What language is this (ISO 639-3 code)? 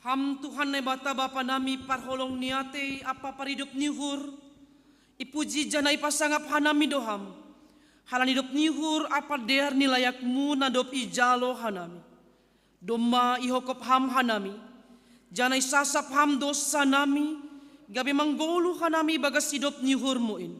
bts